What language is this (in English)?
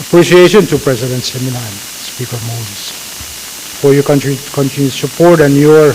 Pohnpeian